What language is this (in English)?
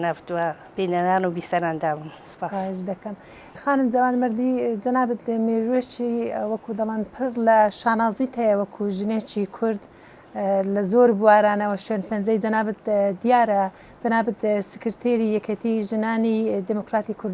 Central Kurdish